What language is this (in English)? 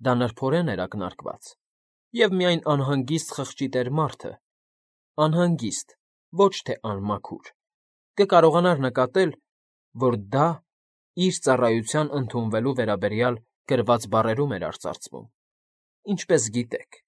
Armenian